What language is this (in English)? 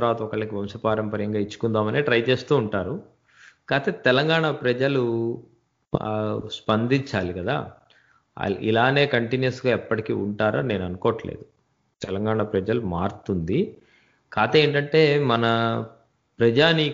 Telugu